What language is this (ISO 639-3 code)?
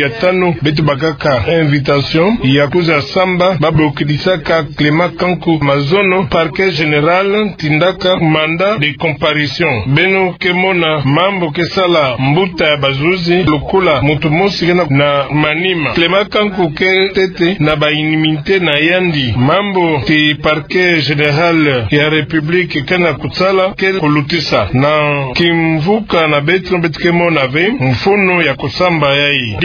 ktu